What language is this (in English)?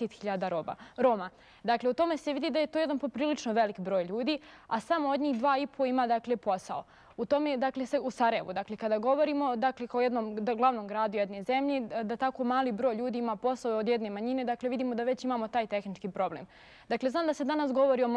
Bosnian